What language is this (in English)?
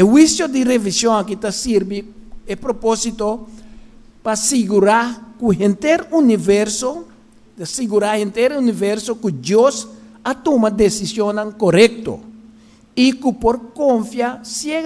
Papiamento